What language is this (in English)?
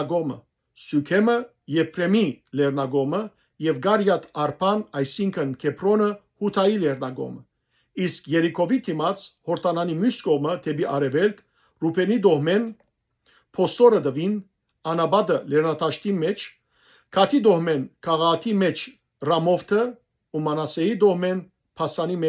Western Armenian